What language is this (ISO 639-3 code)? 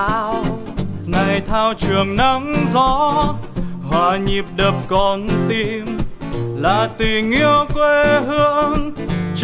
vie